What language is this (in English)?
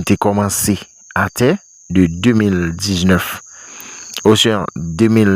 Haitian Creole